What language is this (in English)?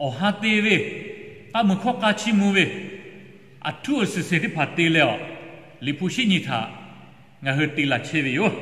Lahu